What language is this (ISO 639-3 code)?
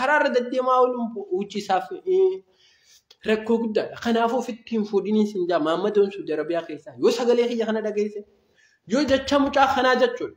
orm